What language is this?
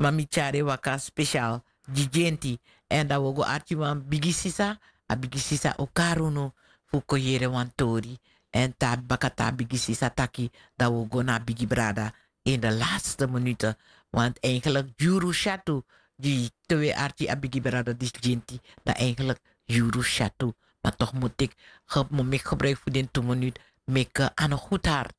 Sranan Tongo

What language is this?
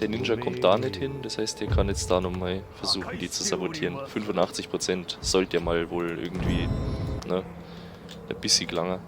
Bavarian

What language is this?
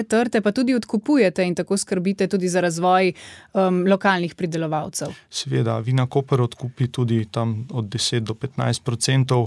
Slovenian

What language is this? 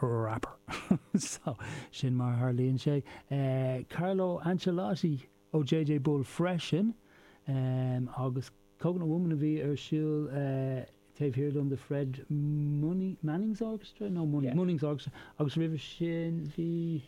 Irish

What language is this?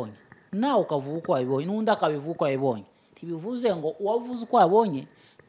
Kinyarwanda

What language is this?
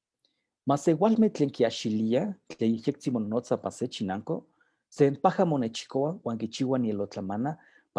Eastern Huasteca Nahuatl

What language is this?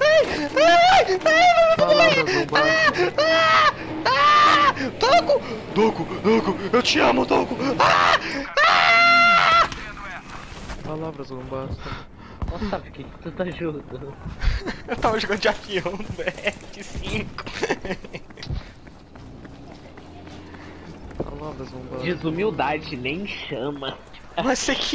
Portuguese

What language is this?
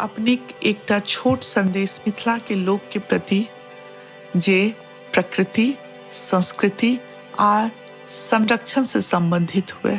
Maithili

